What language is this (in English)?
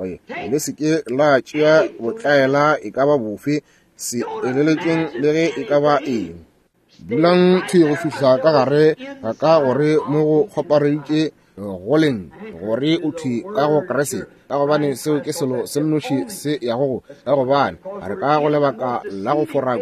Northern Sotho